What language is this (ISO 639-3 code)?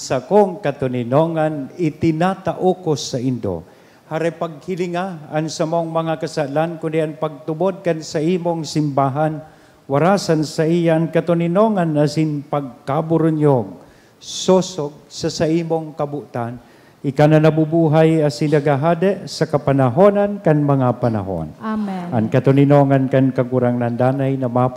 bik